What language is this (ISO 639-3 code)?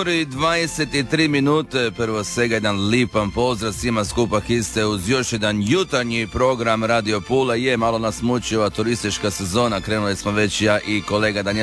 hrv